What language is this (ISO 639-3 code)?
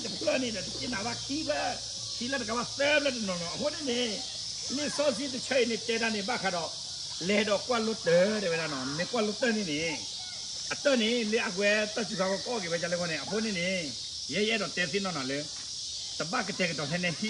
ksw